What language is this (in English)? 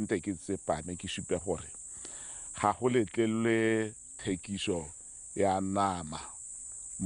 Tswana